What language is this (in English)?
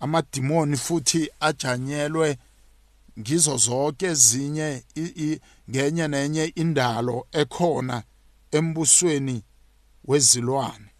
South Ndebele